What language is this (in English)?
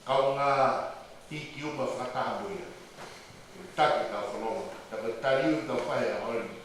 Tongan